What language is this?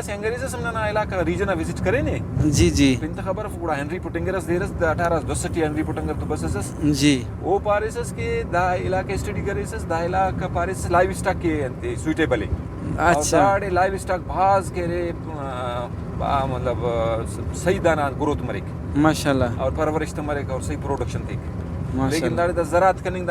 Brahui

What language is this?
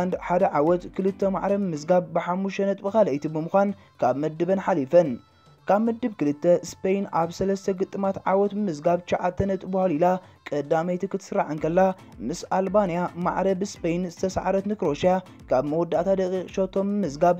Tigrinya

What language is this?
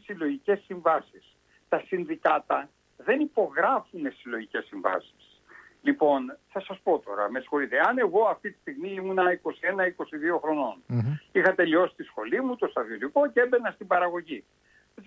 Greek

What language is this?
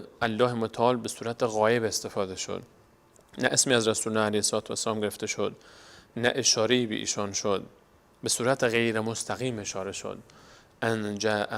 Persian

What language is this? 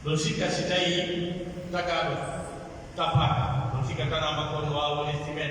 Pular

